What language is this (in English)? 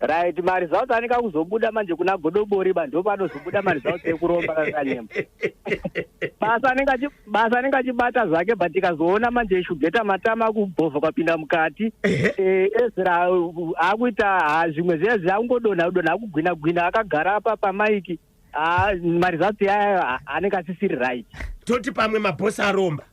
Shona